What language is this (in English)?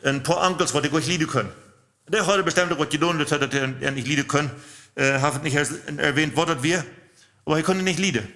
Plautdietsch